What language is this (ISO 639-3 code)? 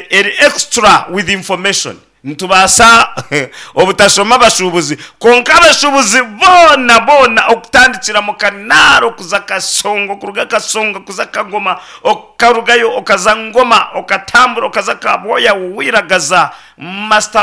nyn